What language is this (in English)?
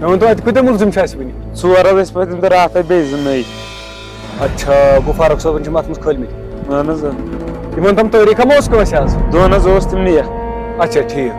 Kashmiri